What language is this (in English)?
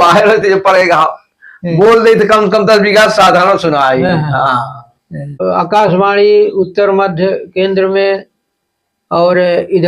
Awadhi